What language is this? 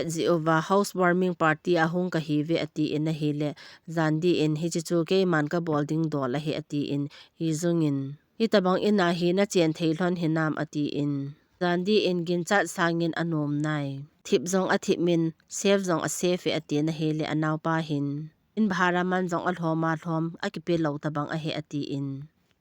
Thado Chin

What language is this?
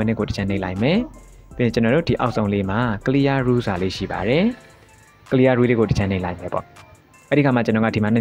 Burmese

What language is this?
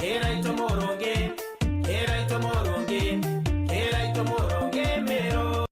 Meru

